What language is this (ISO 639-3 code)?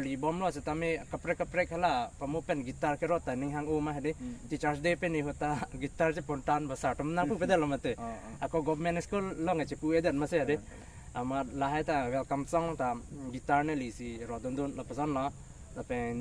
mjw